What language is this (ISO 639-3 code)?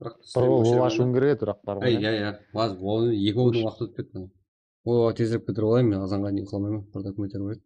kaa